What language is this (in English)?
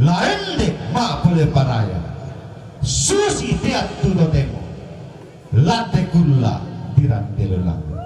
Toraja-Sa'dan